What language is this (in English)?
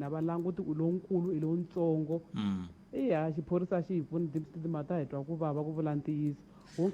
Tsonga